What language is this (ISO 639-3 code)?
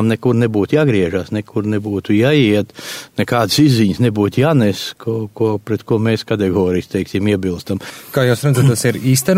lav